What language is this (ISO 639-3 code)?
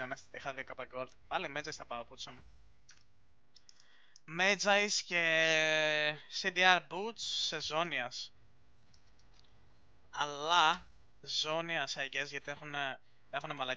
ell